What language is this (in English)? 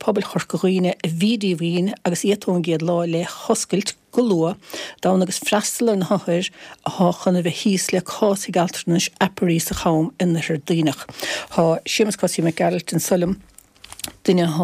Irish